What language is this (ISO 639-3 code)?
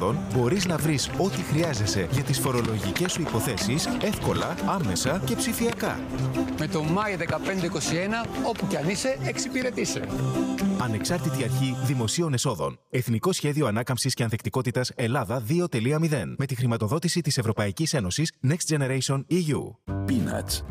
ell